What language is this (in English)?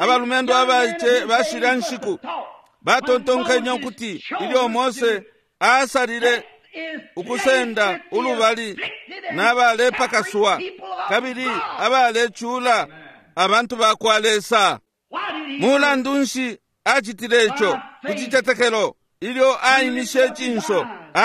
Bemba